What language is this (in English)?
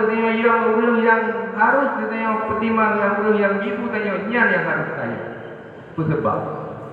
Achinese